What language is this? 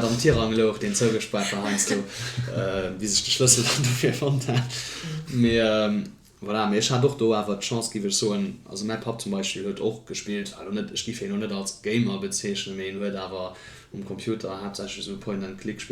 Luxembourgish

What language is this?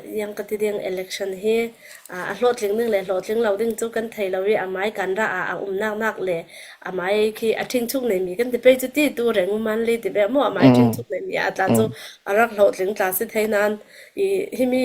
Hakha Chin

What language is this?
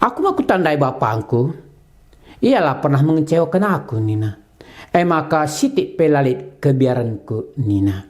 Batak Karo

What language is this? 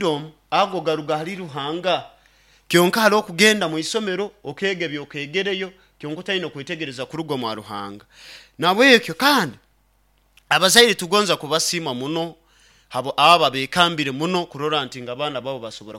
Nyoro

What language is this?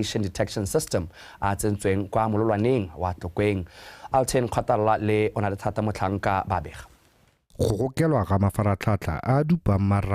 Tswana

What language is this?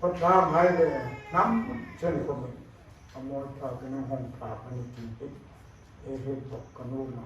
Hmar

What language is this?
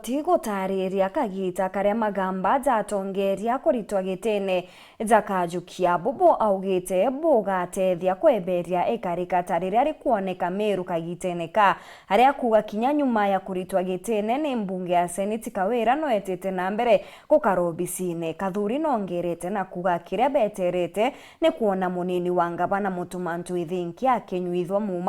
Meru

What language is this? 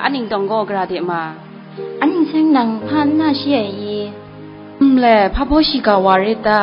Kachin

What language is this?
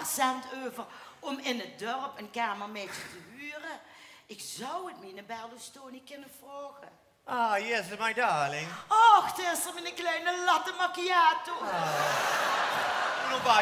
Limburgish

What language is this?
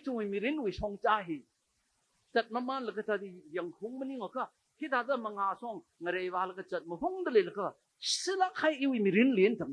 Tangkhul Naga (India)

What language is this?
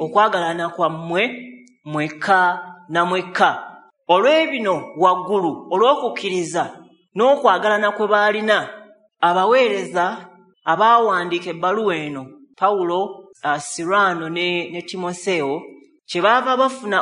Ganda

